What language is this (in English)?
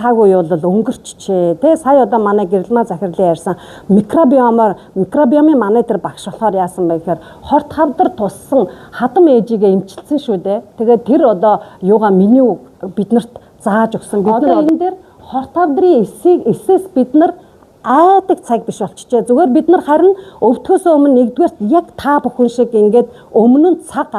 Mongolian